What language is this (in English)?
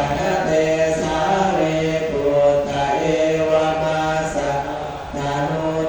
Pali